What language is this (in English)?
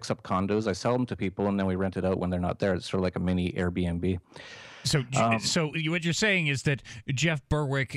English